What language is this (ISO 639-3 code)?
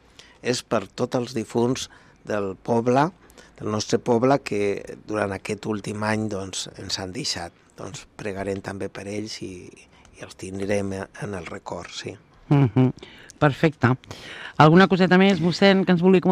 cat